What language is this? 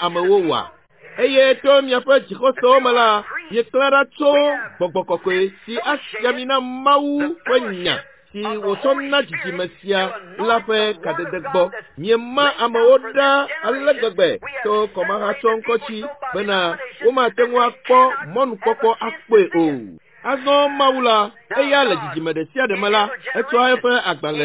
Ewe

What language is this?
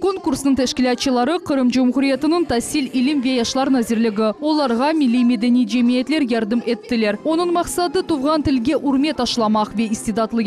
Crimean Tatar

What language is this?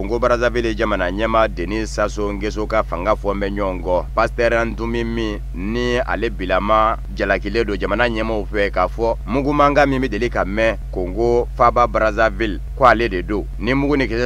Bambara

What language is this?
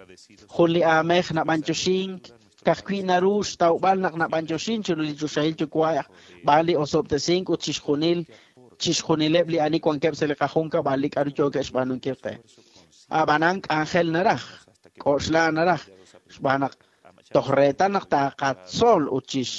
Kekchí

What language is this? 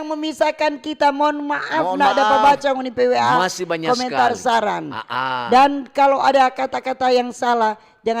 Manado Malay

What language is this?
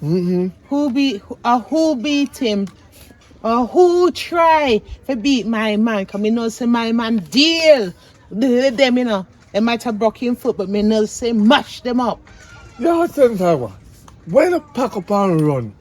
Jamaican Creole English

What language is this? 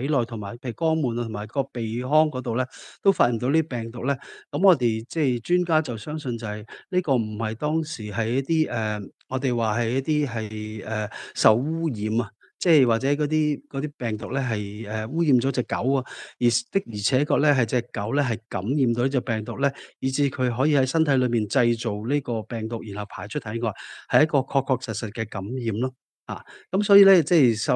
Cantonese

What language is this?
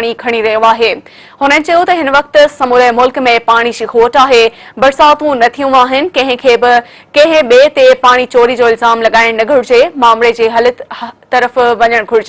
Sindhi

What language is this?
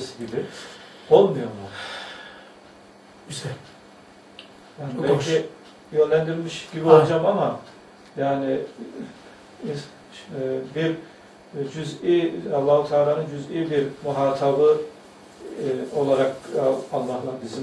Turkish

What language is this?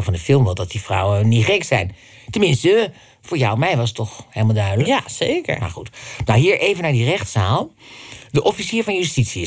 Dutch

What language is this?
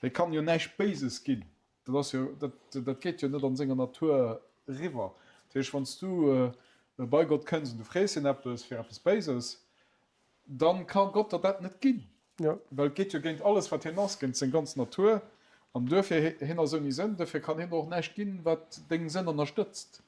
Luxembourgish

